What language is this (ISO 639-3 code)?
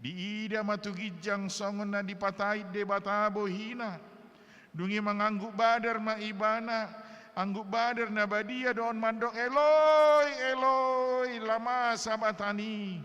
bbc